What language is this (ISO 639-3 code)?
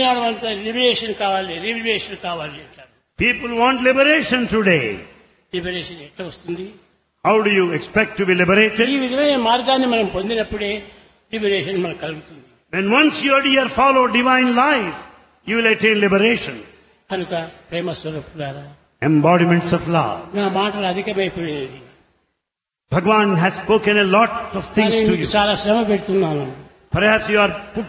tel